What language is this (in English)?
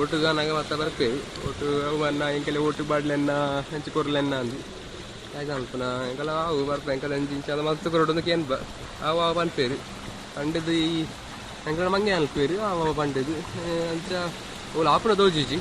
Tulu